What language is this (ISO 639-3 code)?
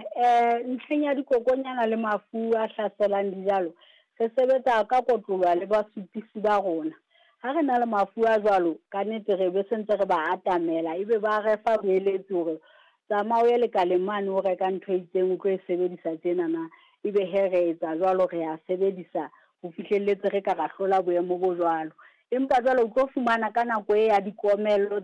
sot